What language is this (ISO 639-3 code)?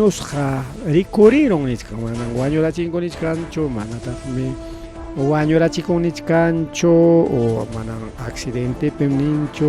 quy